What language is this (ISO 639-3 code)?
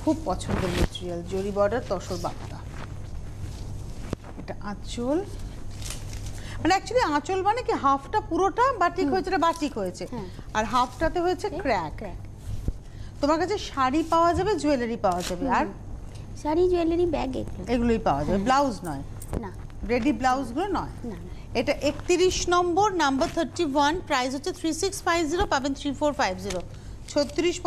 ben